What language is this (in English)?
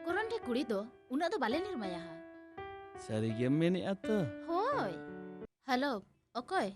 Santali